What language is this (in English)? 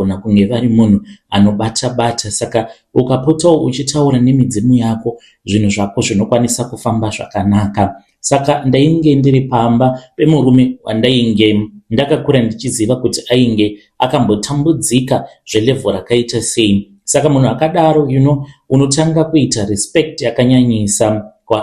Shona